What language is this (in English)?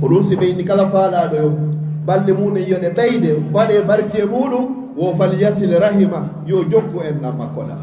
Fula